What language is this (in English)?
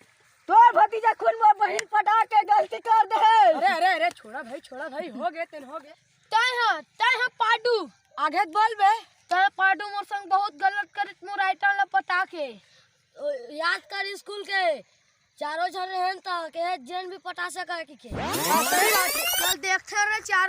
Chhattisgarhi